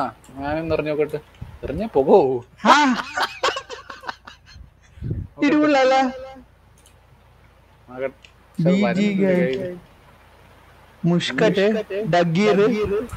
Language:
Malayalam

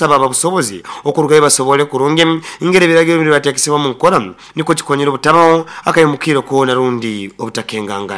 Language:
Nyankole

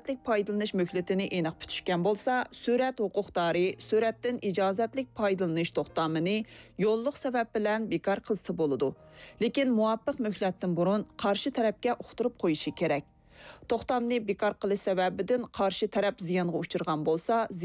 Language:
Uyghur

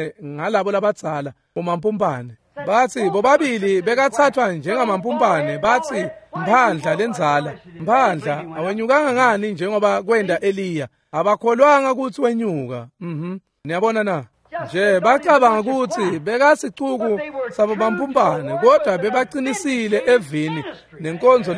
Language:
Swati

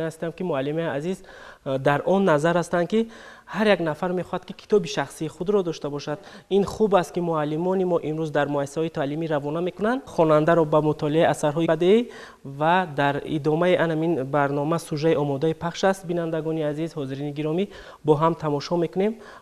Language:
Tajik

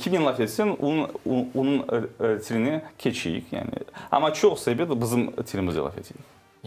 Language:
Crimean Tatar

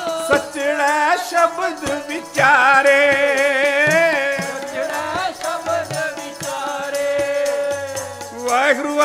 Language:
Punjabi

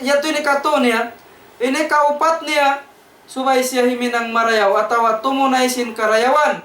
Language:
Tausug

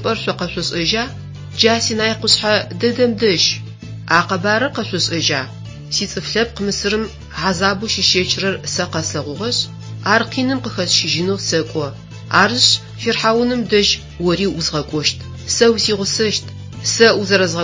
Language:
Adyghe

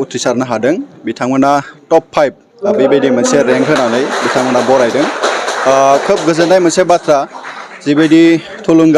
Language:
Bodo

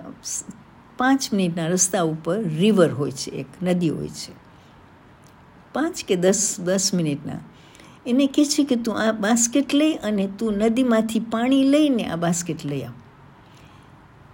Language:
Gujarati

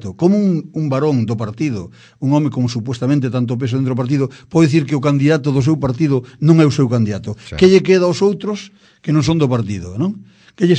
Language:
Galician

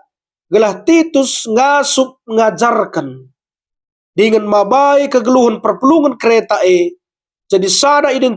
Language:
Batak Karo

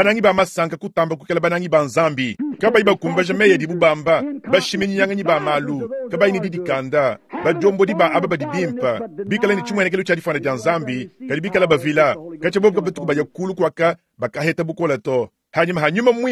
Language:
Luba-Lulua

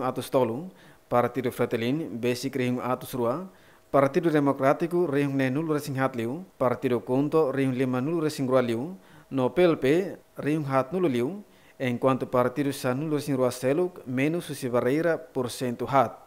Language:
Tetum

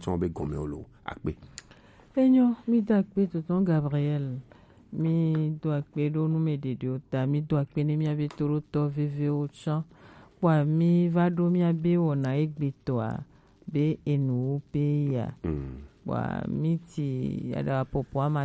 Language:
Gen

